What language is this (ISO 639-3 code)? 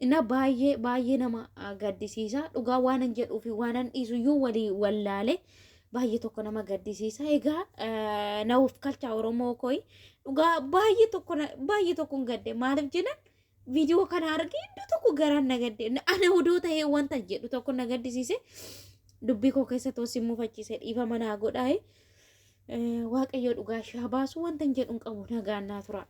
orm